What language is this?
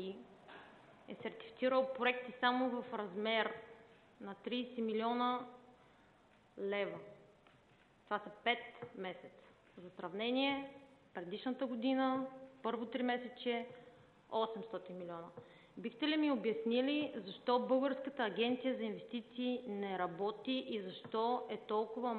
Bulgarian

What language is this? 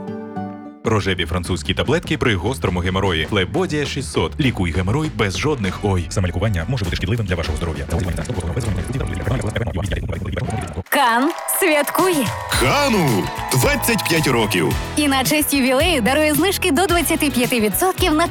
Ukrainian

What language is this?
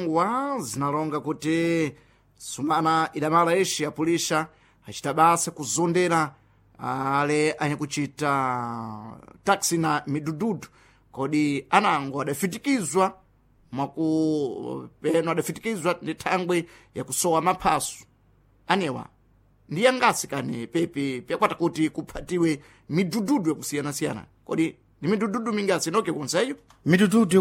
Sena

